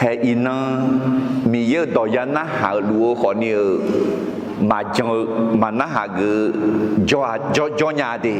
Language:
Akha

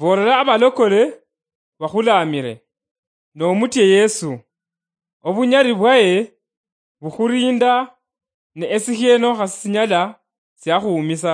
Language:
Luyia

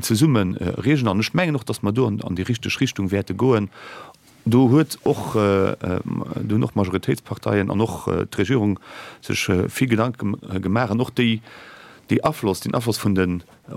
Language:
Luxembourgish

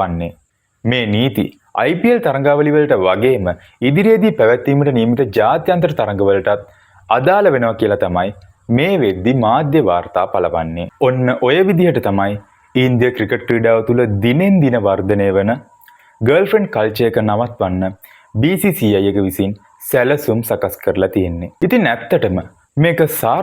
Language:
Sinhala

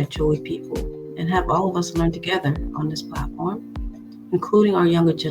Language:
Acoli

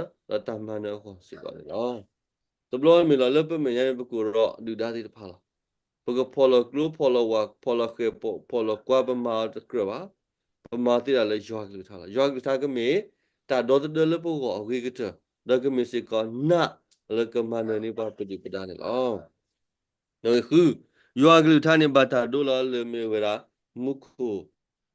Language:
S'gaw Karen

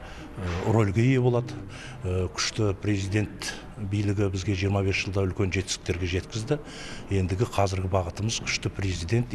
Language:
Kazakh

